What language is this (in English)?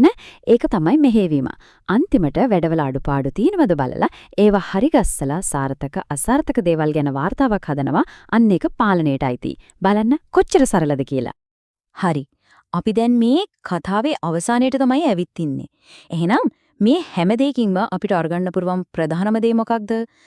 Sinhala